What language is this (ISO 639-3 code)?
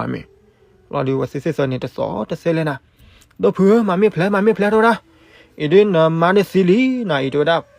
ksw